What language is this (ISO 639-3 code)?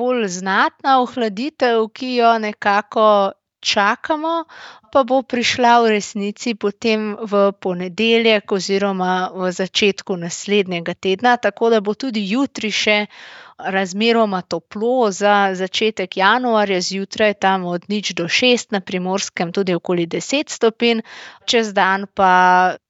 slv